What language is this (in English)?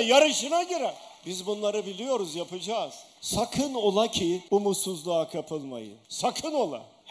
Turkish